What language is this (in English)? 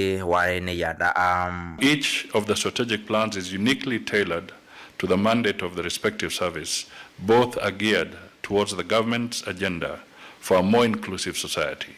Kamba